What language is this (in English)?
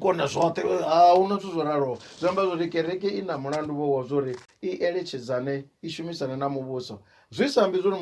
Venda